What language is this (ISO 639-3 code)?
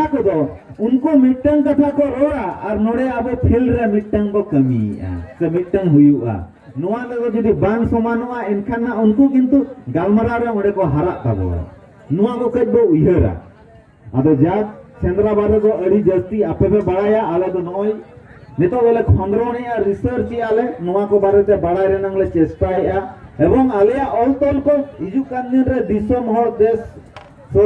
sat